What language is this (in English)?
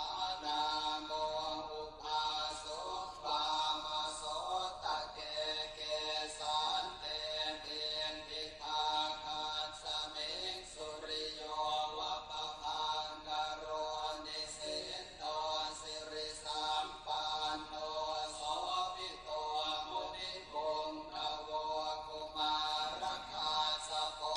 Pali